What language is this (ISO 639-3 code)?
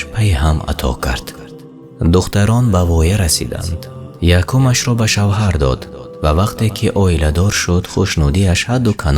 tgk